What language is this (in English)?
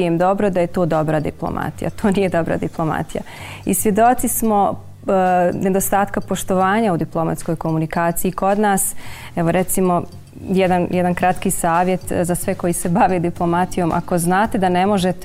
Bosnian